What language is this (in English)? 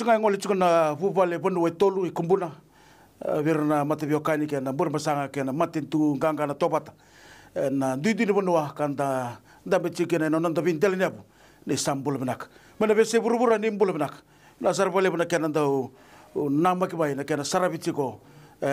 Fijian